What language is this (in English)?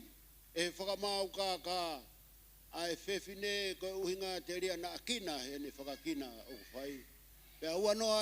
Tongan